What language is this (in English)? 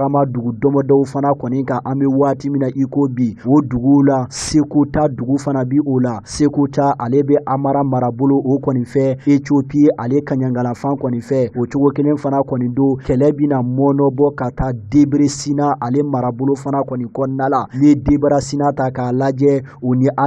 Bambara